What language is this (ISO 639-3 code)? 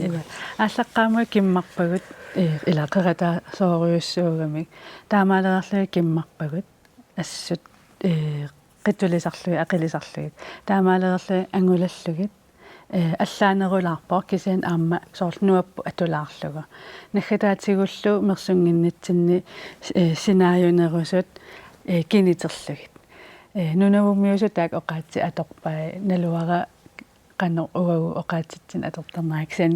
kal